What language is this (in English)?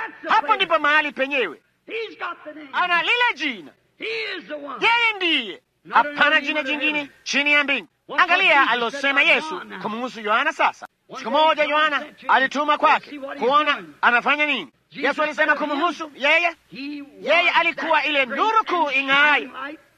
Swahili